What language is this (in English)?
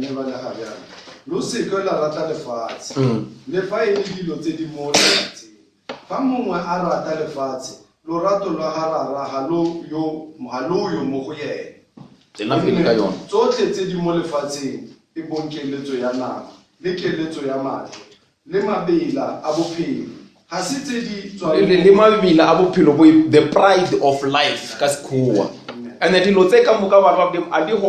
Northern Sotho